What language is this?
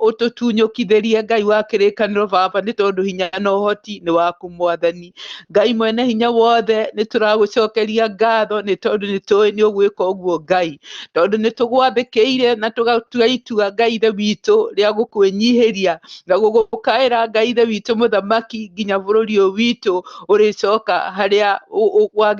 Kikuyu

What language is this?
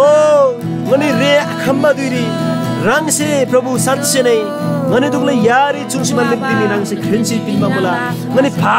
Eastern Tamang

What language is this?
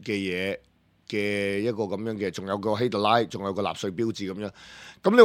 Cantonese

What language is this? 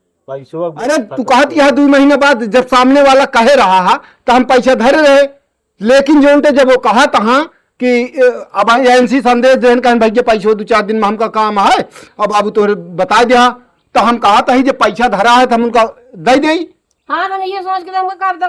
Awadhi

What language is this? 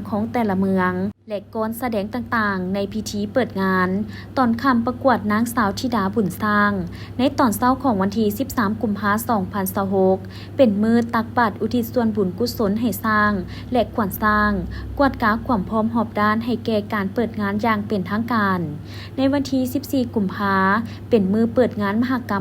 Lao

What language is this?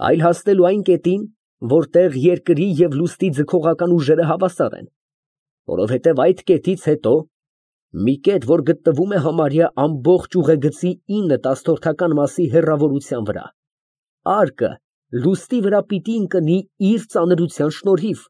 Armenian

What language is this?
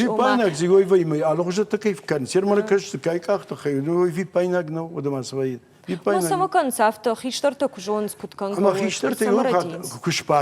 Ossetic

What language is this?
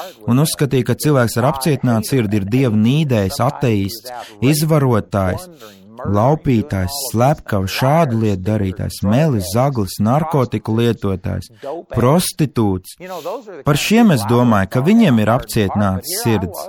Latvian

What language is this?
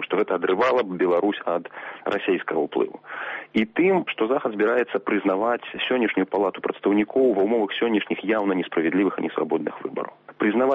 Belarusian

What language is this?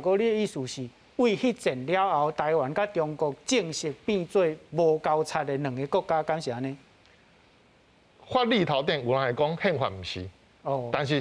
Min Nan Chinese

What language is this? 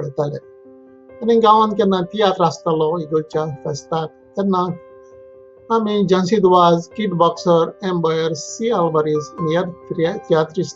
Konkani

